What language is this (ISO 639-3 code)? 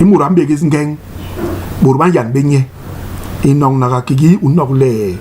bas